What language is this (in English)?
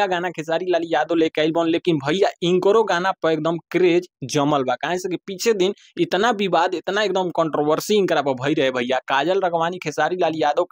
Bhojpuri